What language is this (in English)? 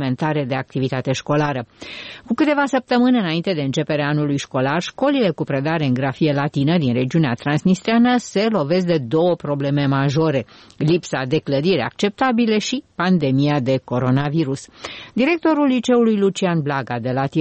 Romanian